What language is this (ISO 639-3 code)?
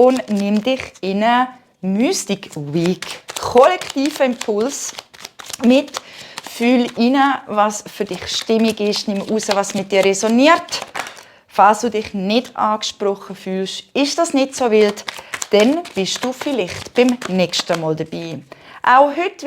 gsw